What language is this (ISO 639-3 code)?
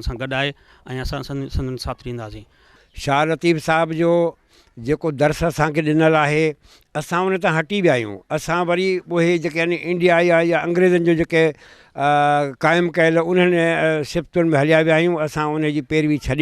snd